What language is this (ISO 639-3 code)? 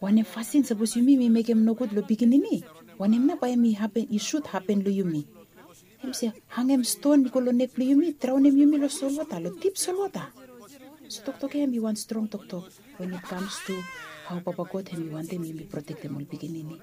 bis